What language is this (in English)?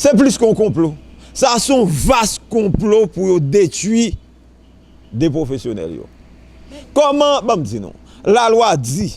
Haitian Creole